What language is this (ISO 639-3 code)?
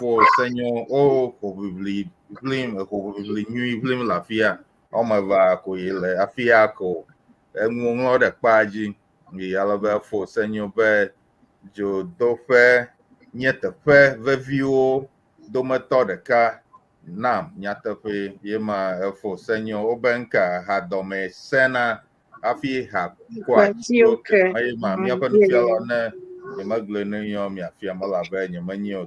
ewe